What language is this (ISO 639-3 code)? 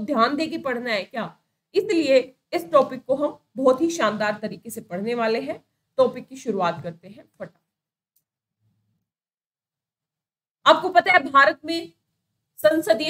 hin